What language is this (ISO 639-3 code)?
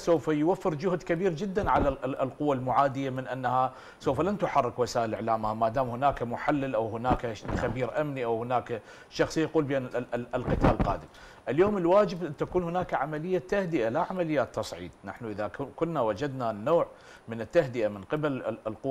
ara